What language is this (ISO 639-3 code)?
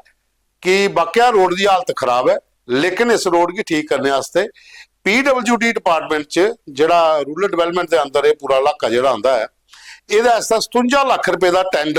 doi